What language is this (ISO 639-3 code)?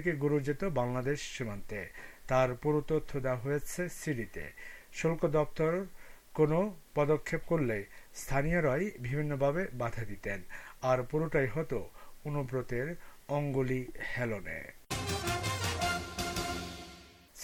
ben